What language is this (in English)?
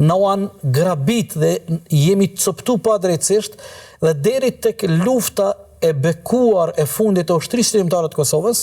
Albanian